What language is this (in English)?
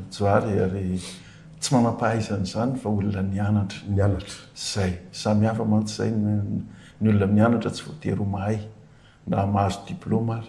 Malagasy